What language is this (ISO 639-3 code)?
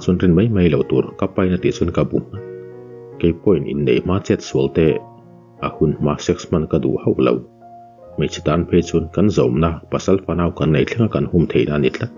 lus